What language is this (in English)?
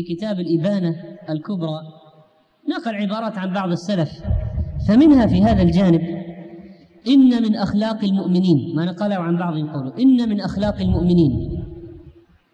Arabic